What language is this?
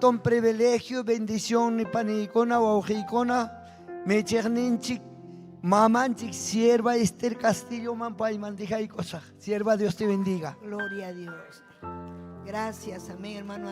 Ayacucho Quechua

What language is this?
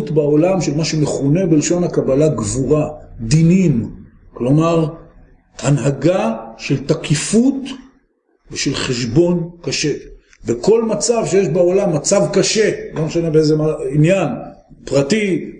Hebrew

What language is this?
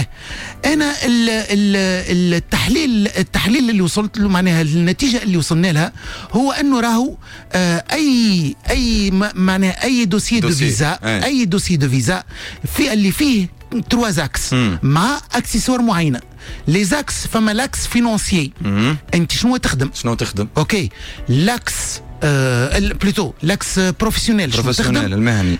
Tunisian Arabic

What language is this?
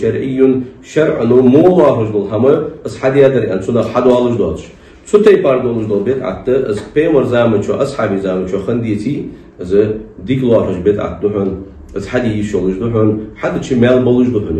Ingush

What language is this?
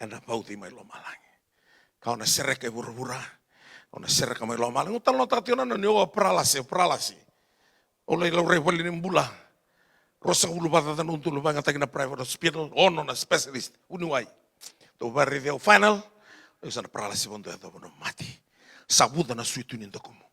Fijian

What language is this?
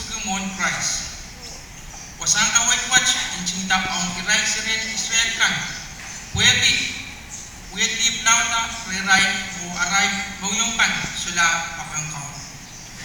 Pohnpeian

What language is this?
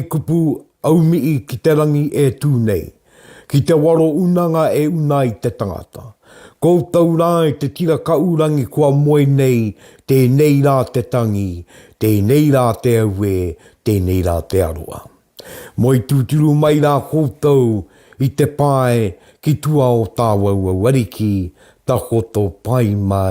Māori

